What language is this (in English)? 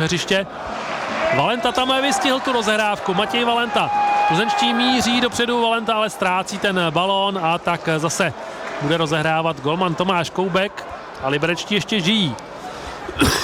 Czech